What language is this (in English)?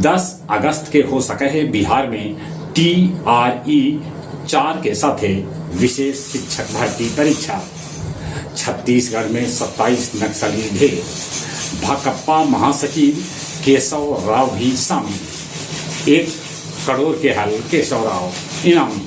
Magahi